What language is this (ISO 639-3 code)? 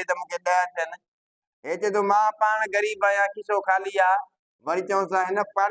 snd